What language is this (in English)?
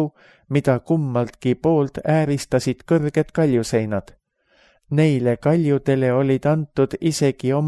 Estonian